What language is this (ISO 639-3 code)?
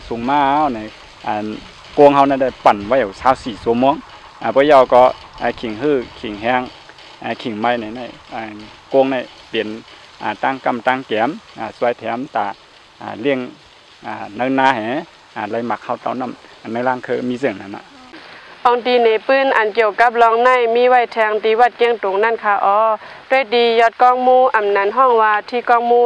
shn